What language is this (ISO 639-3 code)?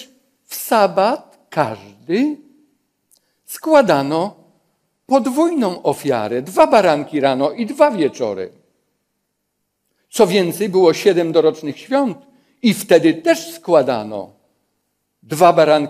pol